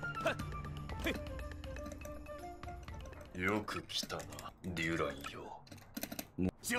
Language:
Japanese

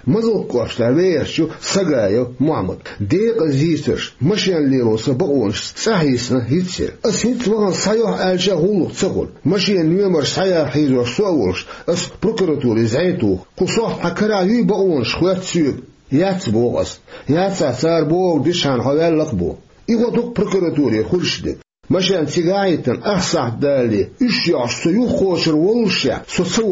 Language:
Chechen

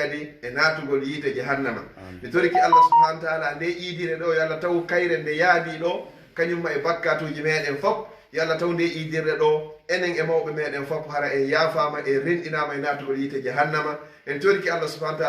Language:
Fula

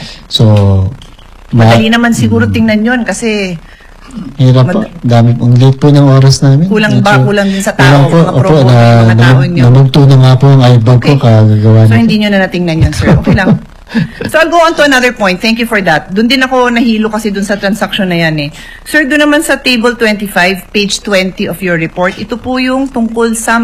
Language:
Filipino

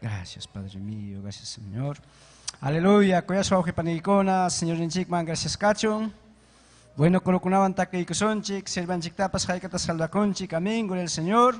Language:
Ayacucho Quechua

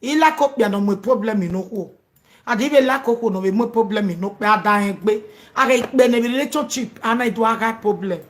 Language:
Nigerian Pidgin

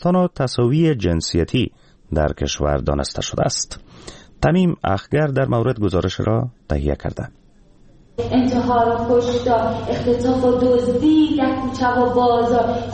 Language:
Persian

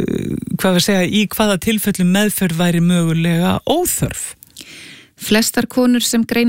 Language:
Icelandic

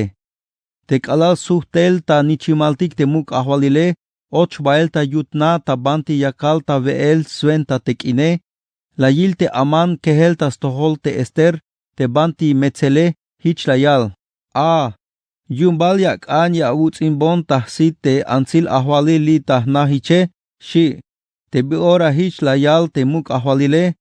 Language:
Tzeltal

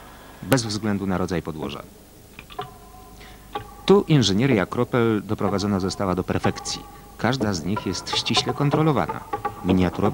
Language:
Polish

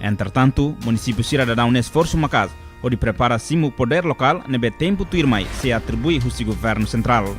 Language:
Tetum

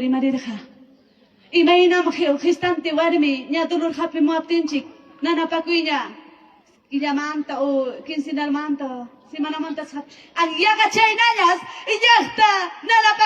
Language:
Ayacucho Quechua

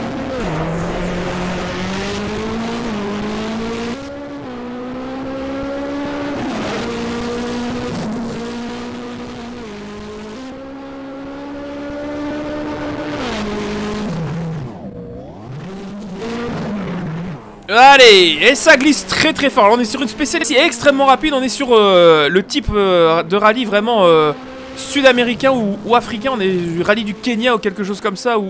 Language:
French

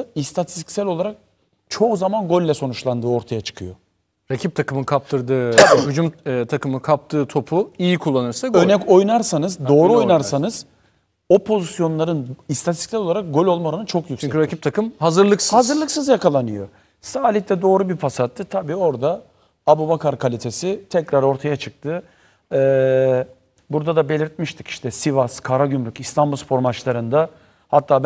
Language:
Turkish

